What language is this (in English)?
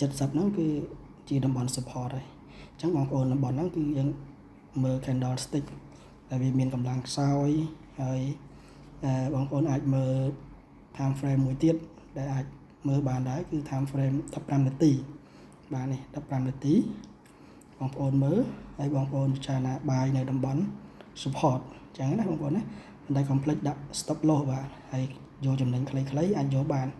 Khmer